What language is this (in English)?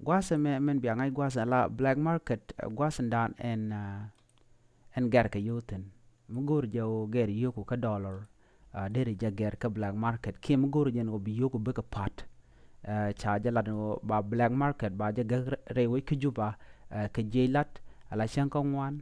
Nuer